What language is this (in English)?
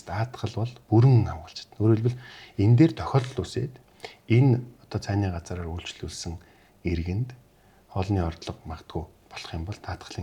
Mongolian